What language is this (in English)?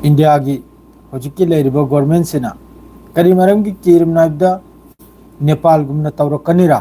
Manipuri